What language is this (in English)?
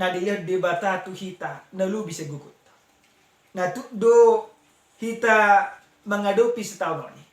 Batak Toba